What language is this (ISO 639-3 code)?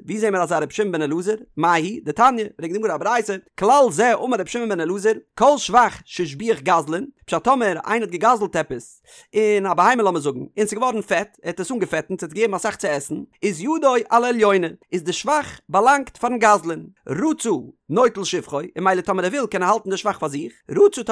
yid